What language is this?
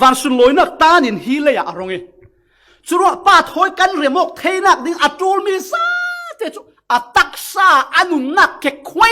Falam Chin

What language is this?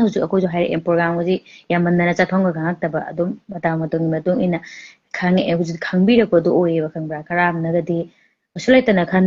Manipuri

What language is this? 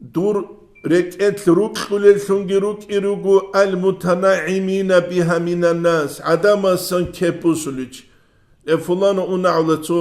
Avaric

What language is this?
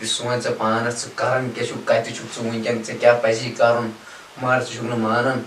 Kashmiri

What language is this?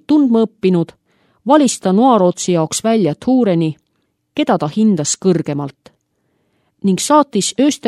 Estonian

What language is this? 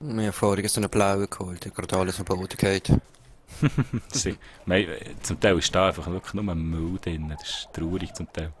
Swiss German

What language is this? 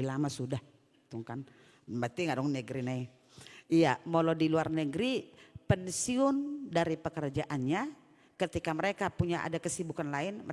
Batak Toba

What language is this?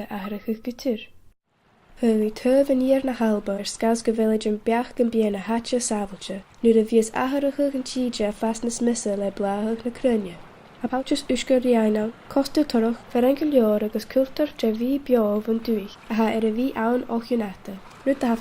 Scottish Gaelic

